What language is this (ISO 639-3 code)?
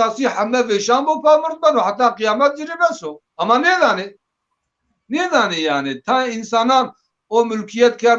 zza